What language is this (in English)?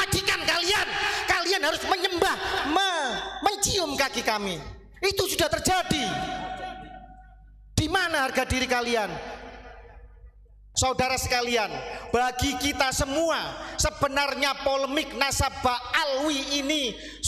Indonesian